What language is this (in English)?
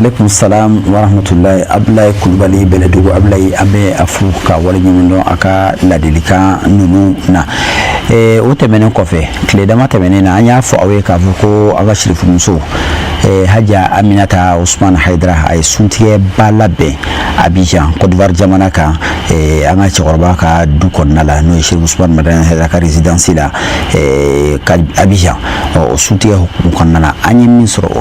Bambara